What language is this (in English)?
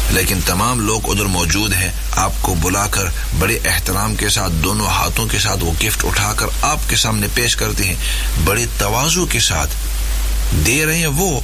Urdu